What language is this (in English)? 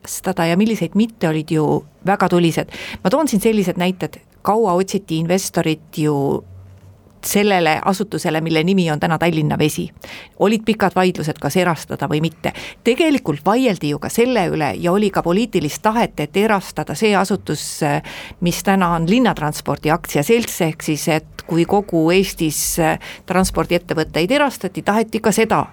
Estonian